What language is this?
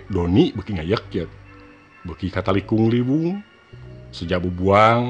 Sundanese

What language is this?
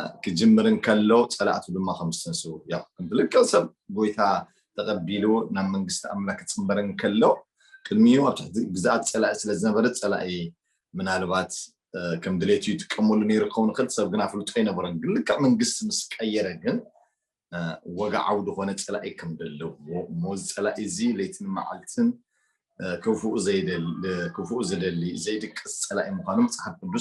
Tigrinya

